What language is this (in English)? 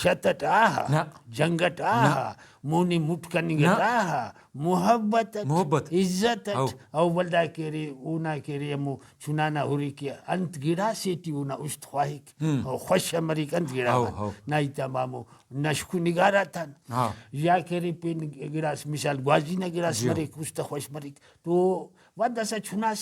Brahui